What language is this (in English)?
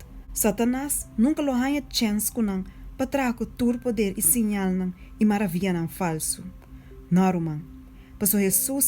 Papiamento